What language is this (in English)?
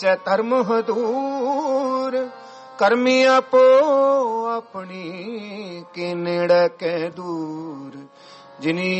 Punjabi